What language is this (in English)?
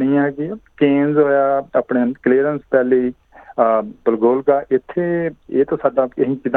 Punjabi